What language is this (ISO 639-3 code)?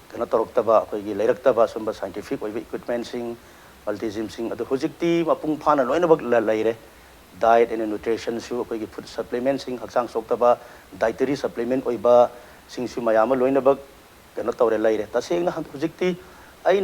mni